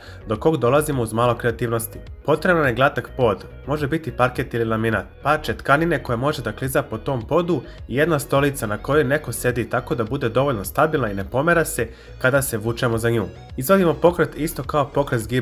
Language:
Serbian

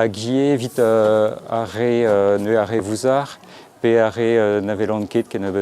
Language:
Breton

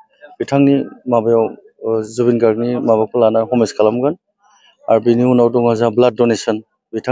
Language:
Bodo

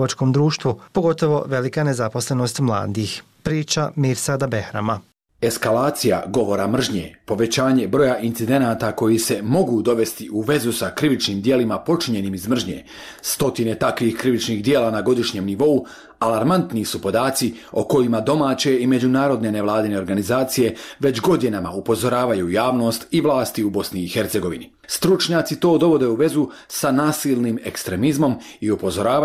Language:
Bosnian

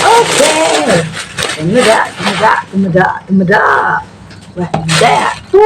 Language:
Iban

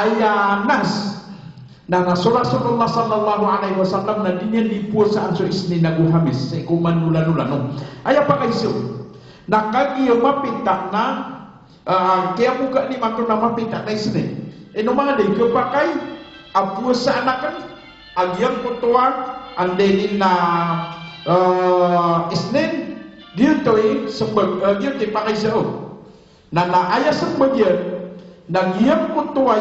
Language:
Maranao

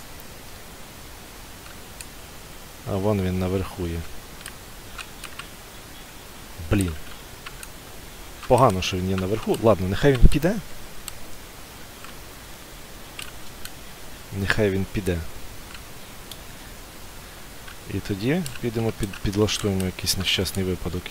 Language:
Ukrainian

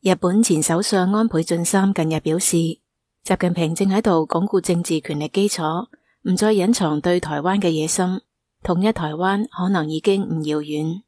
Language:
Cantonese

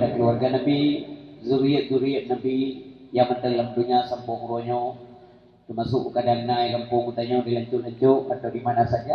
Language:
Achinese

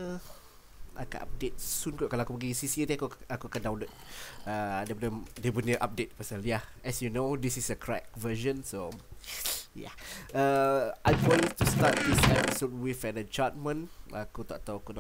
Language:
Malay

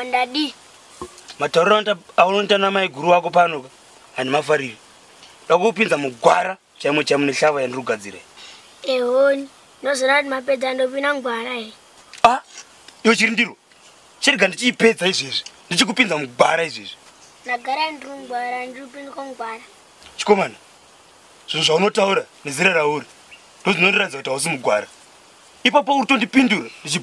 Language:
Shona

